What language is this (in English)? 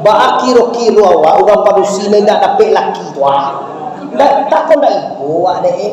Minangkabau